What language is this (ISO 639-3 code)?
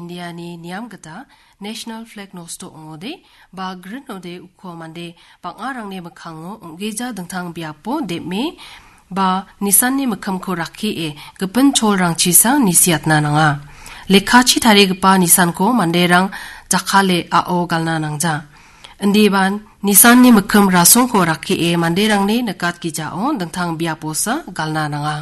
grt